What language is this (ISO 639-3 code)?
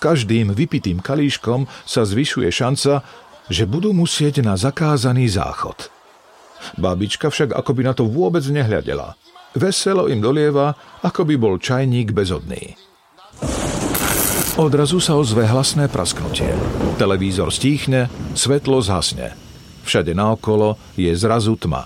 slk